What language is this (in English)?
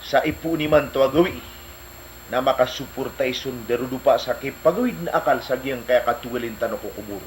Maranao